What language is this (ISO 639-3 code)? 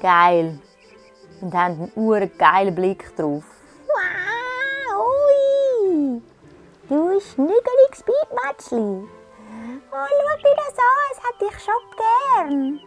gsw